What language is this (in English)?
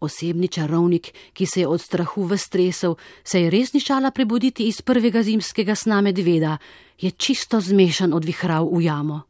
Slovenian